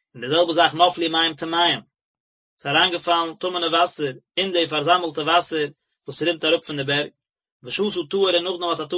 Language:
Yiddish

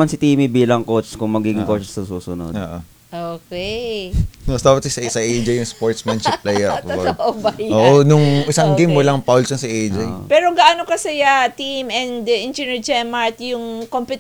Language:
Filipino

